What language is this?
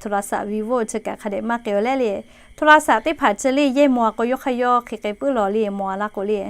Lahu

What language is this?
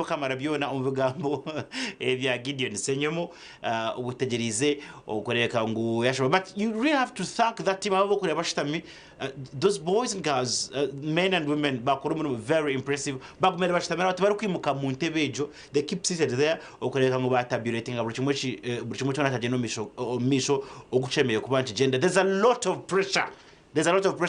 Nyankole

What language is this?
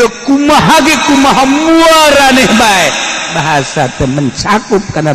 Sundanese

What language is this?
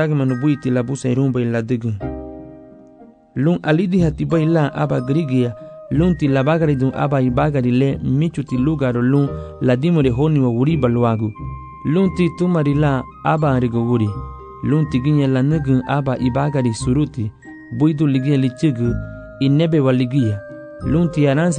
Garifuna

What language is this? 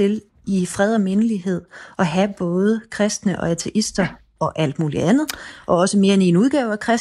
Danish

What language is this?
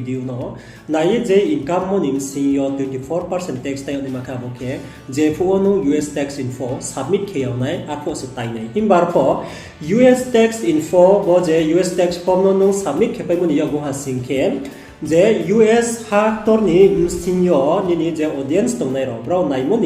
Riang (India)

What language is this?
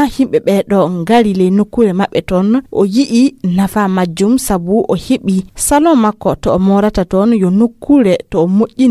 Fula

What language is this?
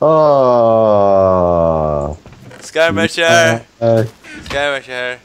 Faroese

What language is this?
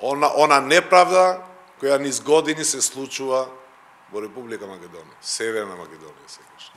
Macedonian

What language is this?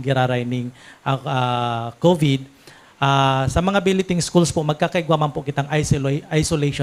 Bikol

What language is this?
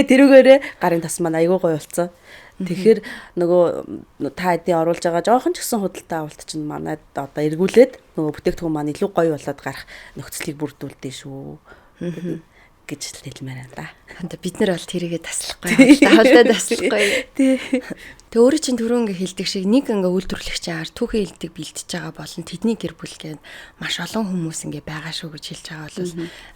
Mongolian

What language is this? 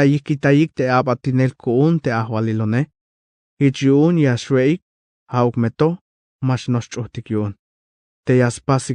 Tzeltal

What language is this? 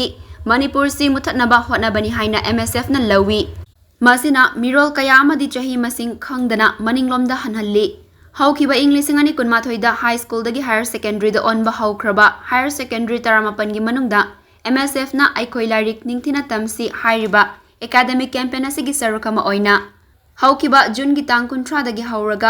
Manipuri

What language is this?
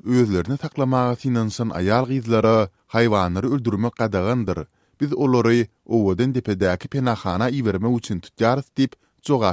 Turkmen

